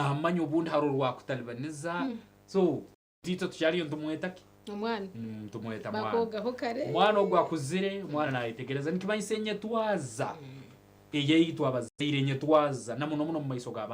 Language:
Nyankole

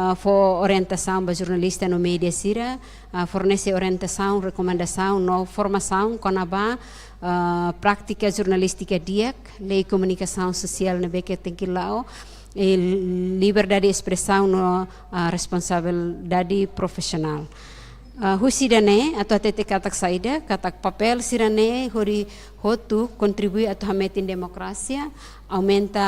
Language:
Tetum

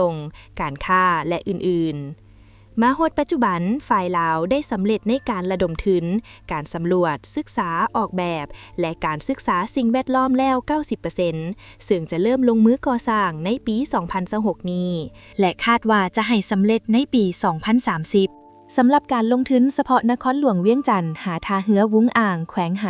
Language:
Lao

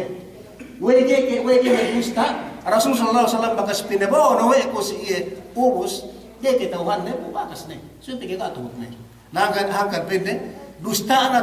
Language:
Yakan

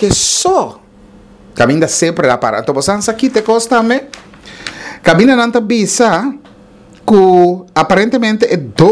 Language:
Papiamento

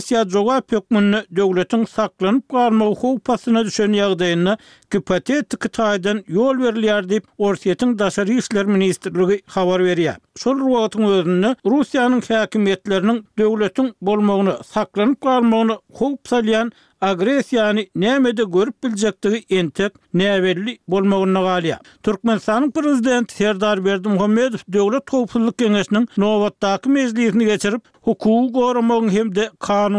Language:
Turkmen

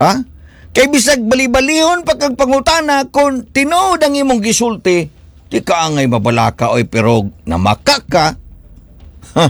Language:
Cebuano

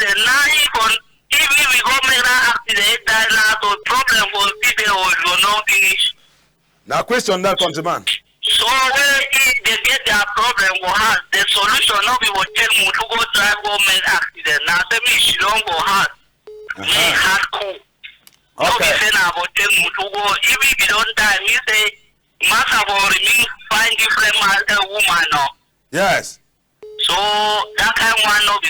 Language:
Cameroon Pidgin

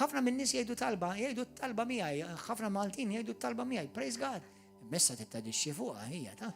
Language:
Maltese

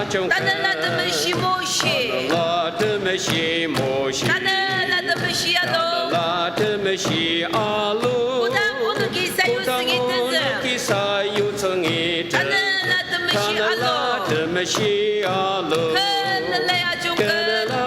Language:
Ao Naga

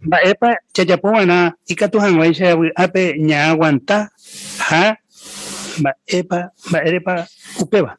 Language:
Guarani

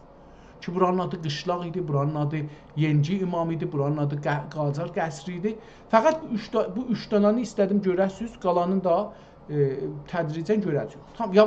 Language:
South Azerbaijani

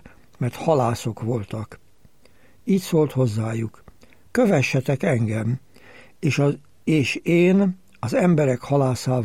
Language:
Hungarian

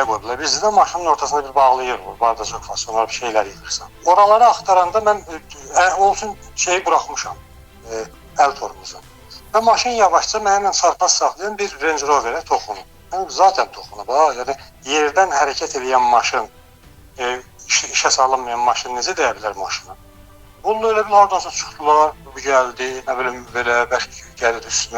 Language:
Azerbaijani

